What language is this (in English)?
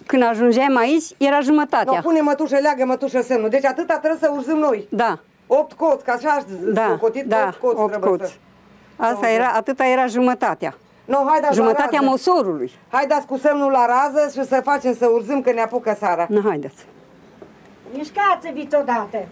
Romanian